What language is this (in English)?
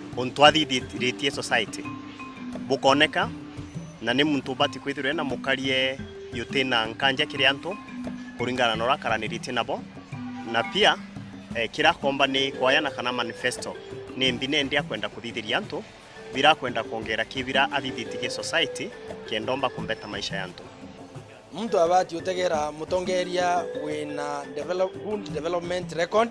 Meru